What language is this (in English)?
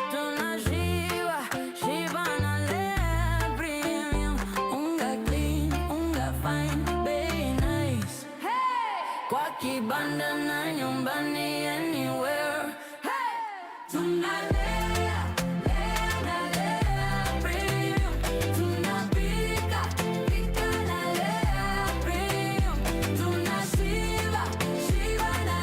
Meru